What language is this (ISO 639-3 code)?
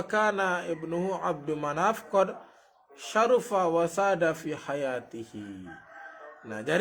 sas